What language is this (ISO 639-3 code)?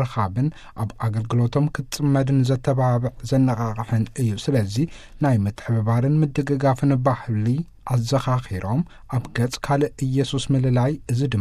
tir